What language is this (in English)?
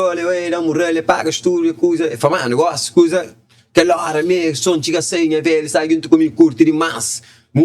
Kabuverdianu